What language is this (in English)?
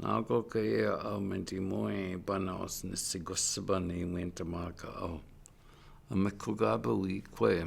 Chippewa